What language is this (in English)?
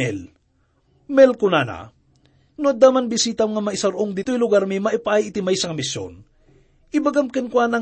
Iloko